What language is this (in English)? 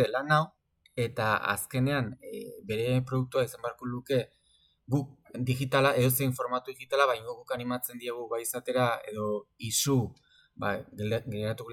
Basque